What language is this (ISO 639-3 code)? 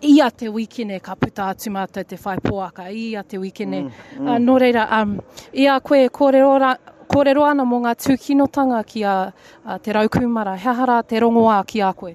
mri